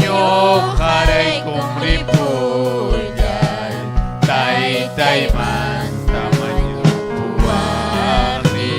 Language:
Ayacucho Quechua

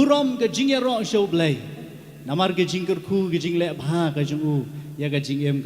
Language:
Khasi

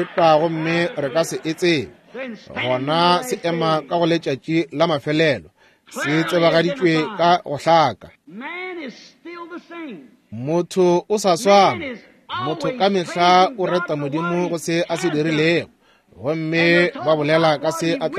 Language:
Northern Sotho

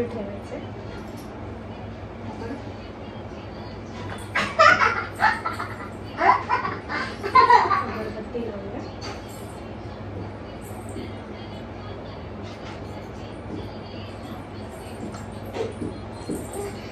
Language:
Marathi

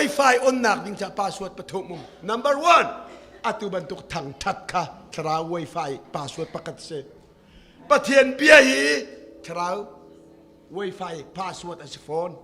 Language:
Hakha Chin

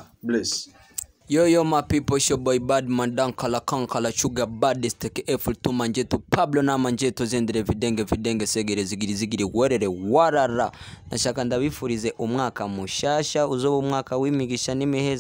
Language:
Rundi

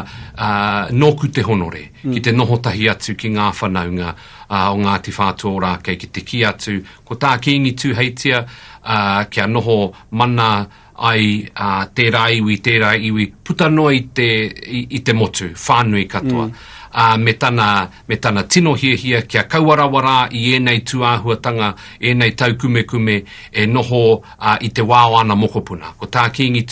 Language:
Māori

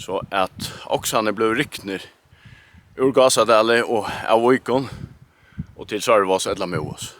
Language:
Faroese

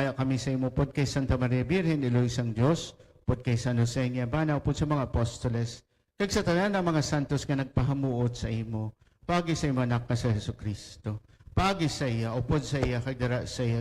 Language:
Hiligaynon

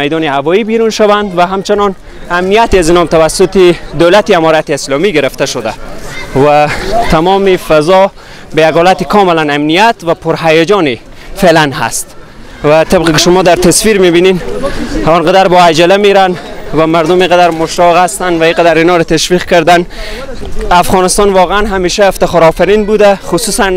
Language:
Persian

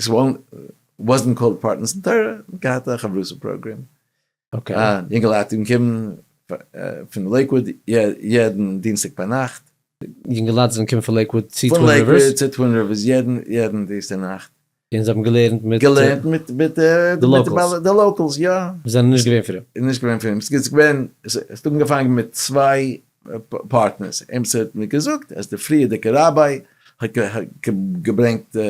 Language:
Yiddish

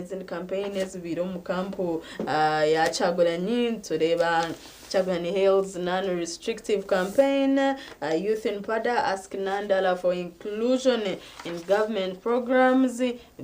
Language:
Nyankole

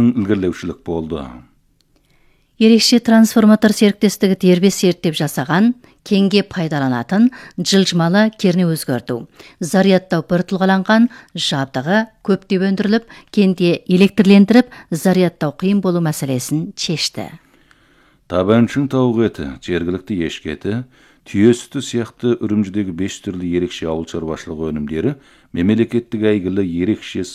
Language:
Kazakh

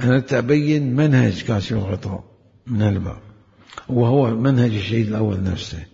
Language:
Mesopotamian Arabic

